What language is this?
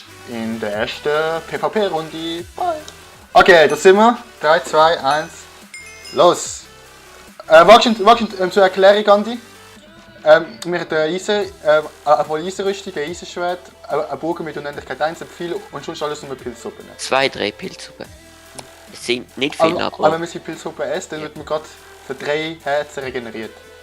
Swiss German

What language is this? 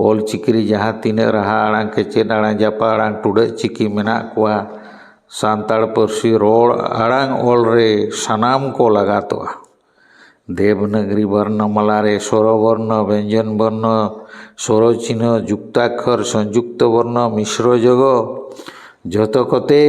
Santali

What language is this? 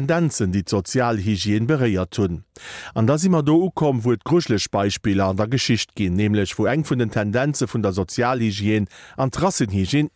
Luxembourgish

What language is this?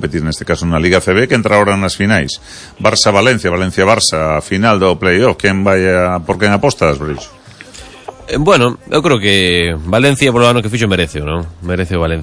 Galician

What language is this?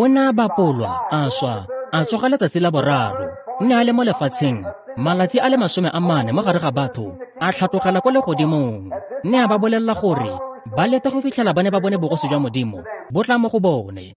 Tswana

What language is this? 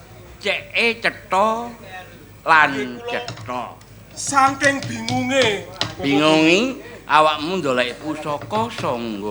Javanese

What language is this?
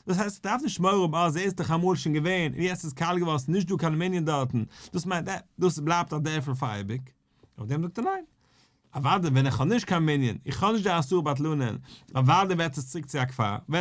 Yiddish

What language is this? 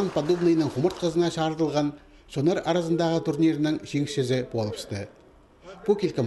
Khakas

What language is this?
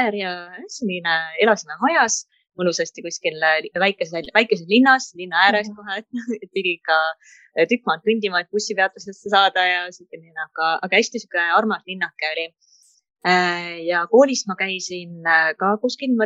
Estonian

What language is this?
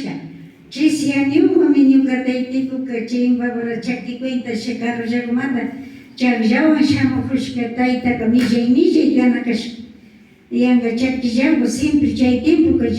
Imbabura Highland Quichua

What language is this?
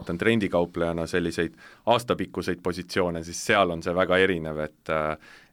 Estonian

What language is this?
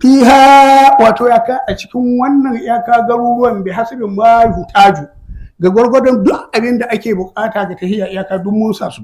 Hausa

